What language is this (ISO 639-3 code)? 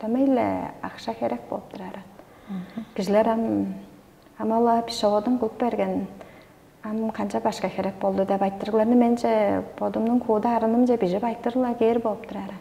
tyv